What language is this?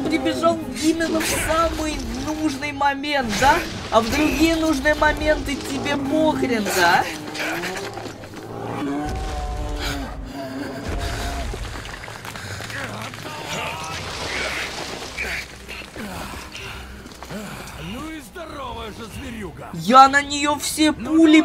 Russian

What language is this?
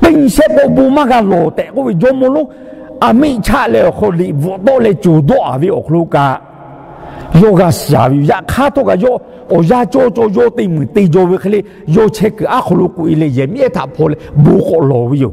Lahu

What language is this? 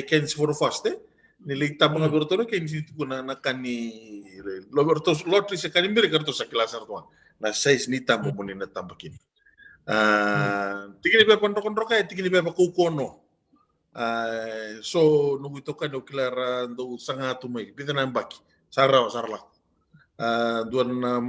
Fijian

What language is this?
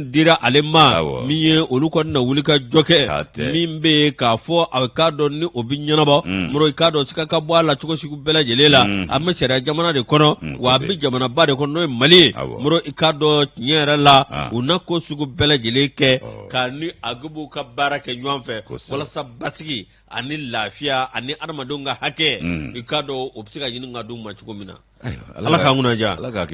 Bambara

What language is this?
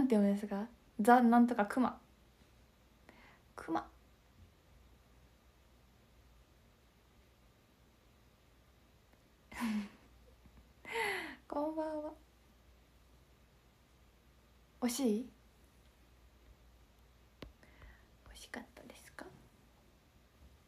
Japanese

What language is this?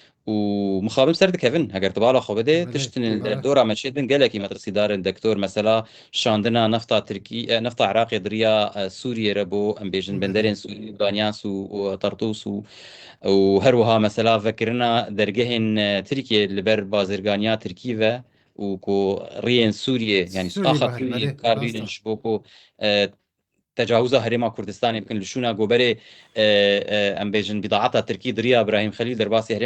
Kurdish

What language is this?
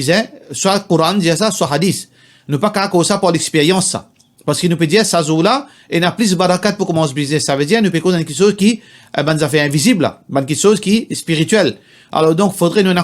Morisyen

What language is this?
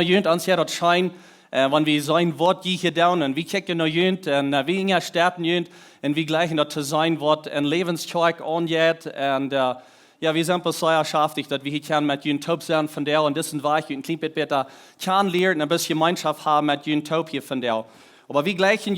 Plautdietsch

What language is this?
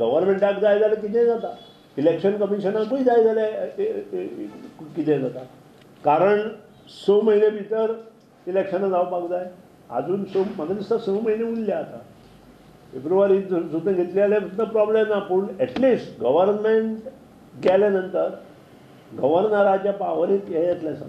Konkani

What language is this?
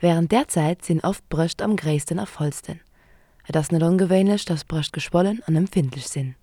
Luxembourgish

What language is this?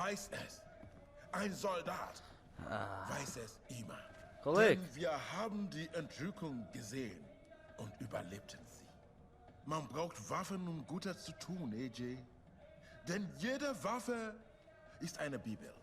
Swiss German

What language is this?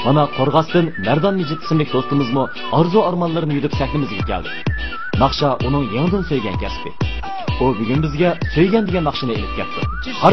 Uyghur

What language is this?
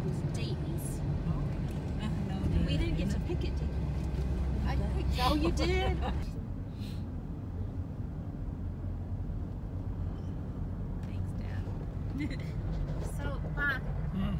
English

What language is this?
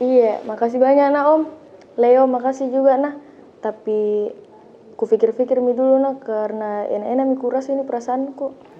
Makassar Malay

